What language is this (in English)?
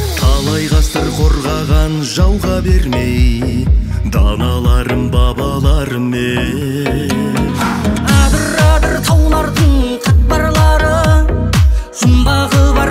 Kazakh